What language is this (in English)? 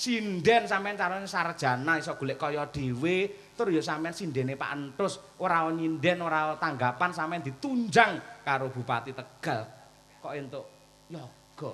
Javanese